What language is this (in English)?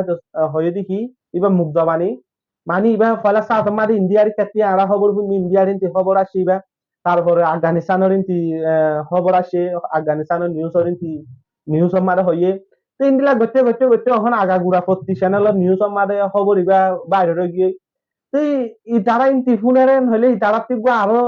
Rohingya